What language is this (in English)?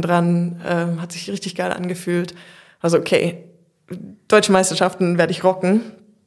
German